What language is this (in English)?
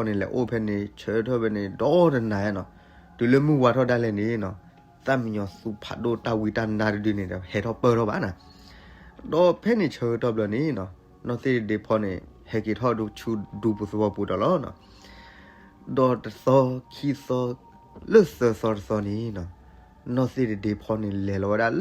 S'gaw Karen